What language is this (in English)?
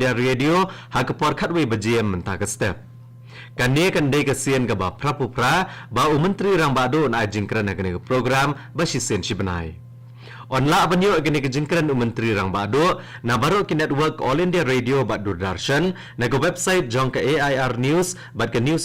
Khasi